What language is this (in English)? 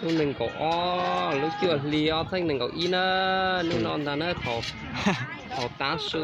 Hmong